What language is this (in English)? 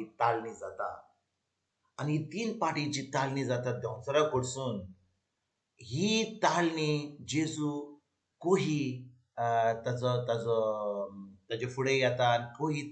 Konkani